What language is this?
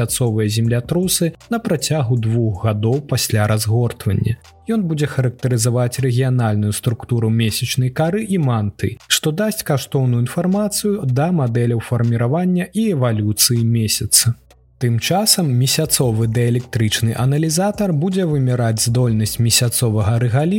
Belarusian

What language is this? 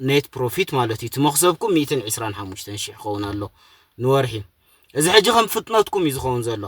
Tigrinya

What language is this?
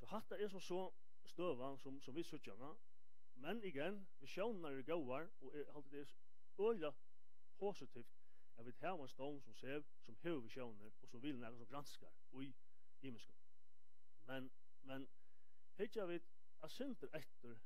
Faroese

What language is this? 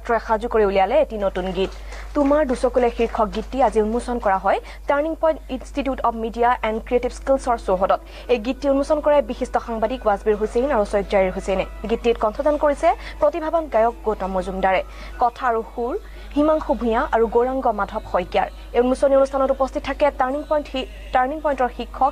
Assamese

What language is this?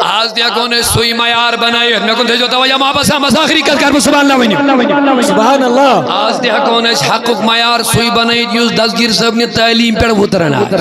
Kashmiri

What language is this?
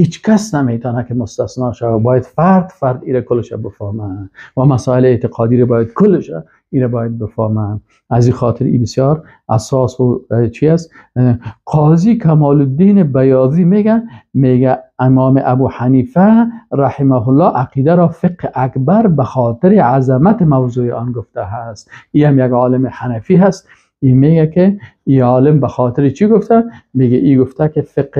Persian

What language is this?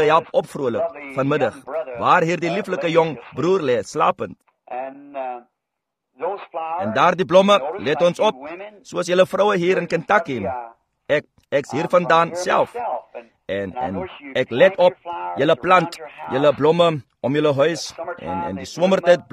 Afrikaans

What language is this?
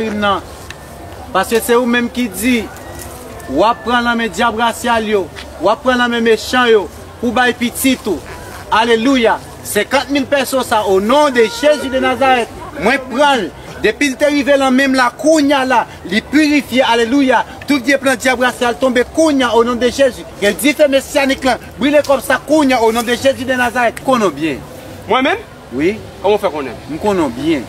Haitian Creole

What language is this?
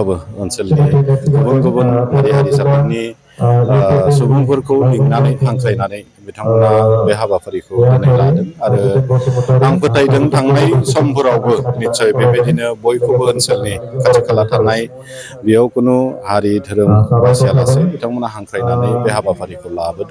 Bodo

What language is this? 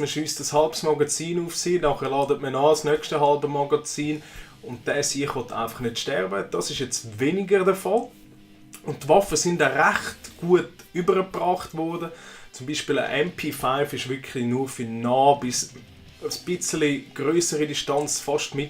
Swiss German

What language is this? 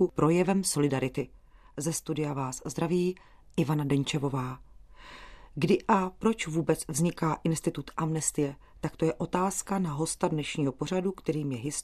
Czech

